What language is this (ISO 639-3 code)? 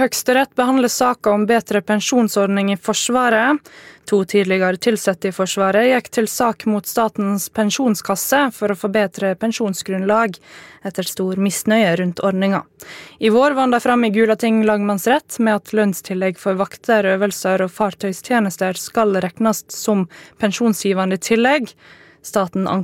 nor